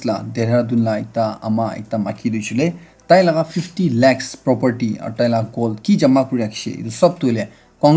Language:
Naga Pidgin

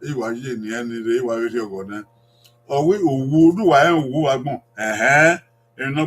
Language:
Bini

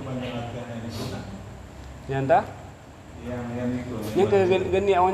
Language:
Achinese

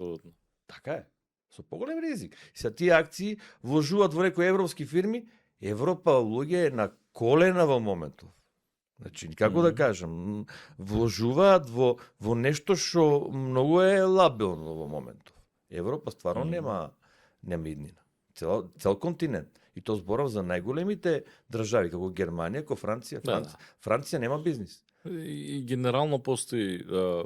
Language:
Macedonian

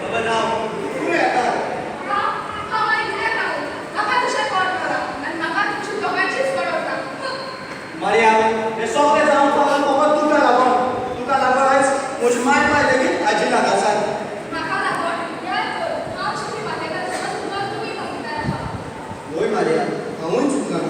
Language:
Konkani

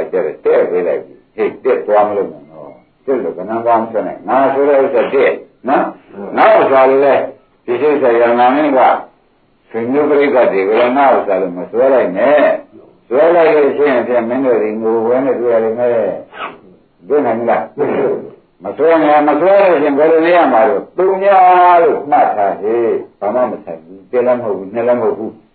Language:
Burmese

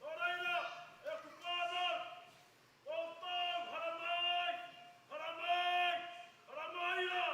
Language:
Māori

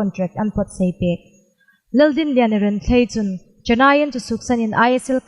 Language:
Hmar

